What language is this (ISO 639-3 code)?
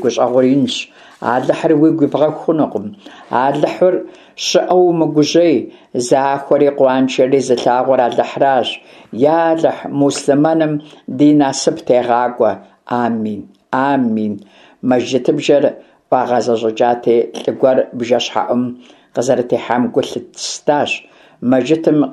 kbd